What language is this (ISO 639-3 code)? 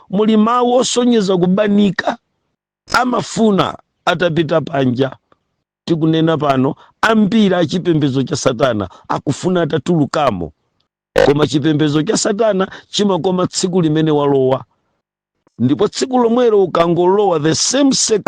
nya